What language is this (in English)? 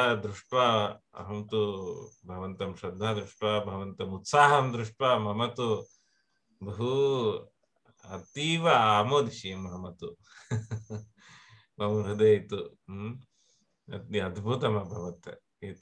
Sanskrit